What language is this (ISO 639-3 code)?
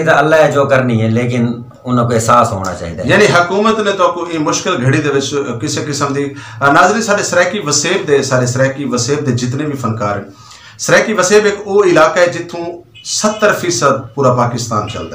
skr